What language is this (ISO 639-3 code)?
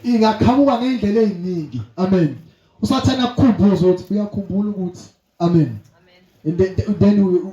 zul